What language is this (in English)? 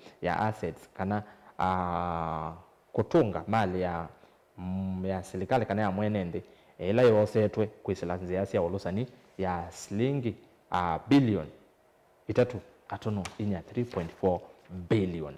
Kamba